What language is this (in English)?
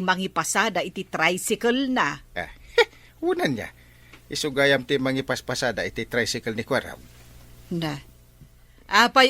Iloko